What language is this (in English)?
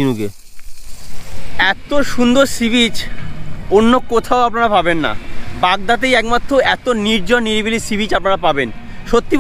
Bangla